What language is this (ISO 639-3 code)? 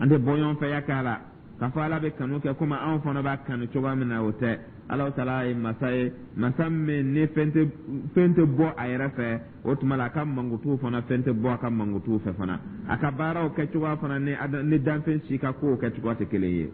dyu